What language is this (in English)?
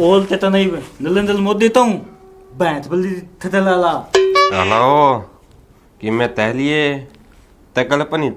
Haryanvi